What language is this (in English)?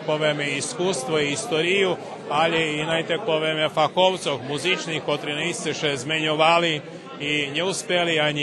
Rusyn